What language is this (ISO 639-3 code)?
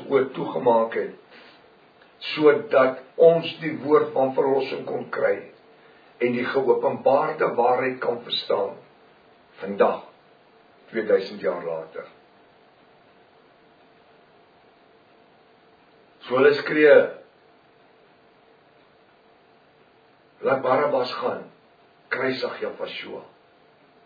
afr